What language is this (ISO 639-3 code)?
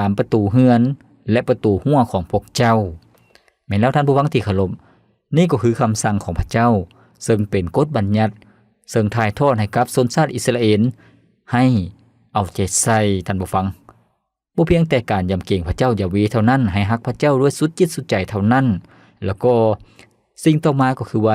lao